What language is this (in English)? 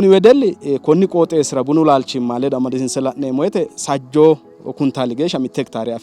Sidamo